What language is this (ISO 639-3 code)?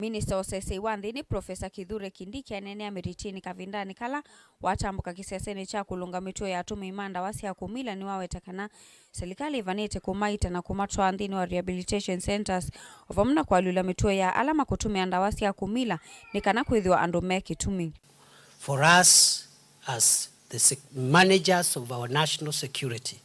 kam